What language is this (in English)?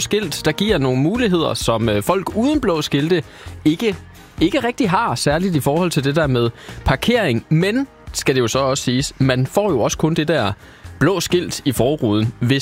Danish